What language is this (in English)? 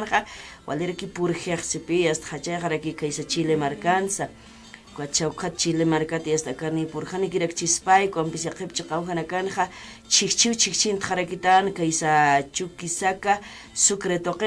Aymara